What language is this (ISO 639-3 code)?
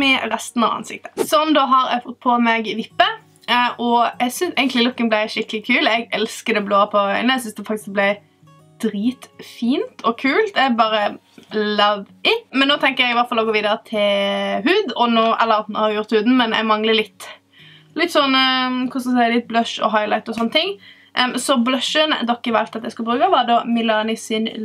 nor